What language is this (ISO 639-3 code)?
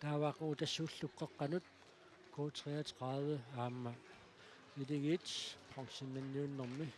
kal